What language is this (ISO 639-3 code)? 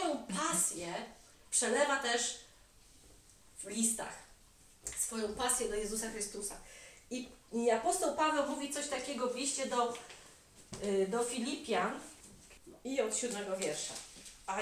pol